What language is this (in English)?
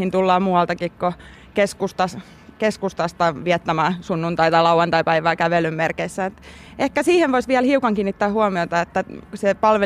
Finnish